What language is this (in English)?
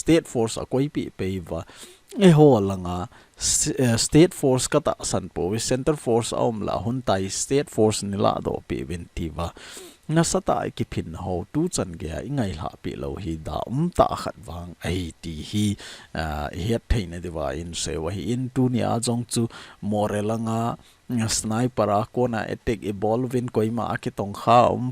Thado Chin